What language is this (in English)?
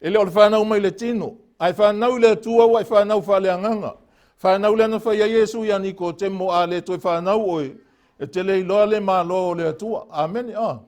Samoan